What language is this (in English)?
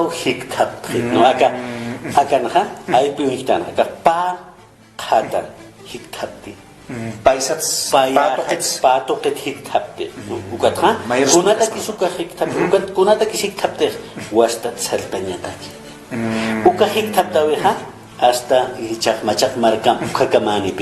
Aymara